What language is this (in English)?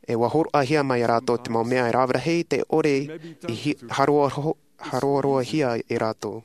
Tahitian